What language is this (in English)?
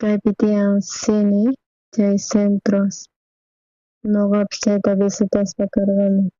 South Bolivian Quechua